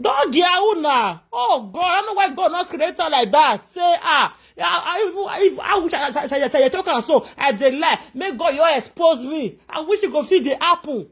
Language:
Nigerian Pidgin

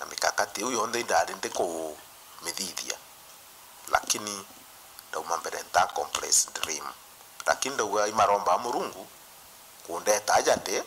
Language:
Meru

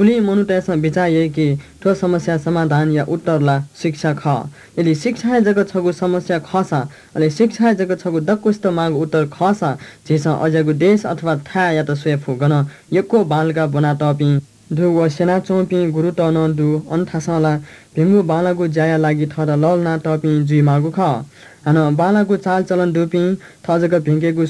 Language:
Newari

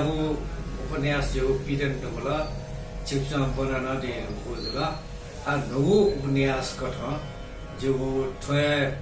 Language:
Newari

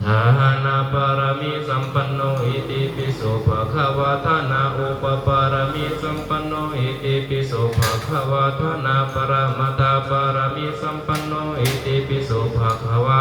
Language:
Pali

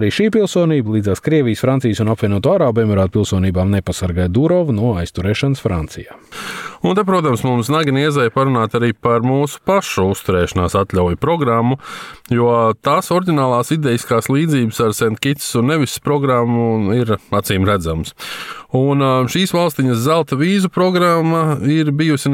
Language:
Latvian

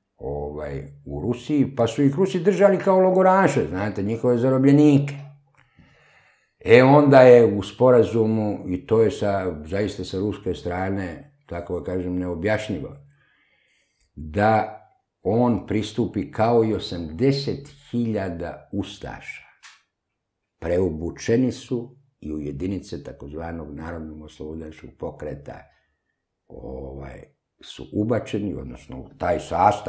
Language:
Serbian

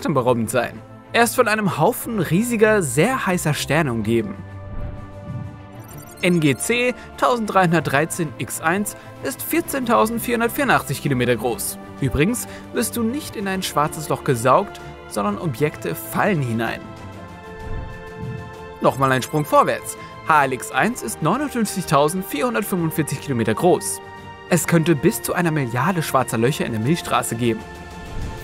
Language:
German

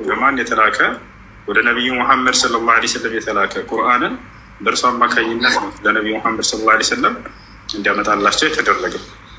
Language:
Amharic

